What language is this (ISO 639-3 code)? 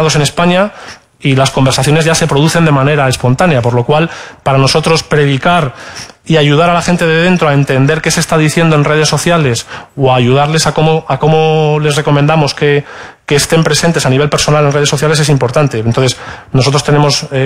spa